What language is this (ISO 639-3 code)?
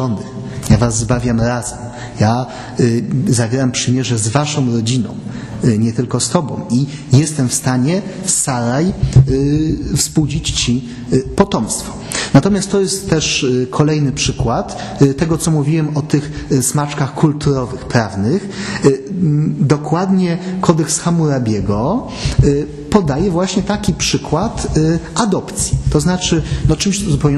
pol